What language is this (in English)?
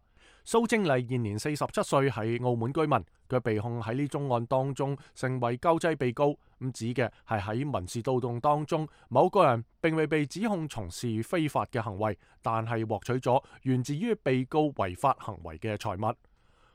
Cantonese